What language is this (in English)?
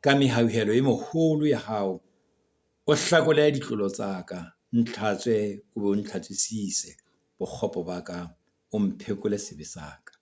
Southern Sotho